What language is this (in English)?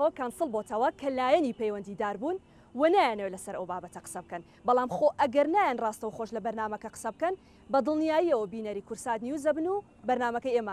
Central Kurdish